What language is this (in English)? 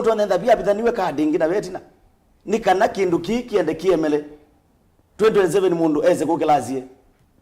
Kamba